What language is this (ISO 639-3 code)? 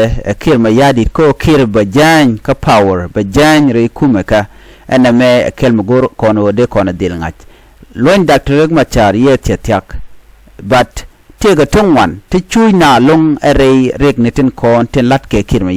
nus